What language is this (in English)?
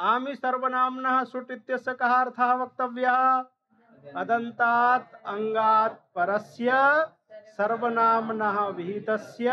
Sanskrit